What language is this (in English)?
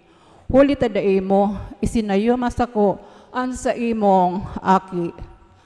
Bikol